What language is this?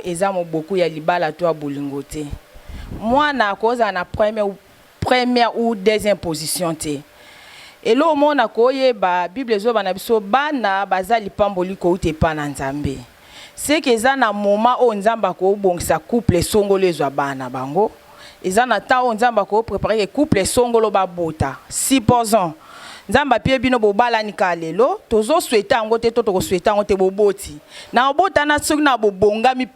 Lingala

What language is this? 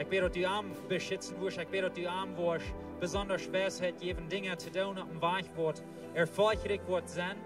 Plautdietsch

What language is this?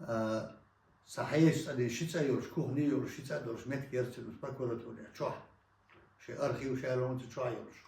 Chechen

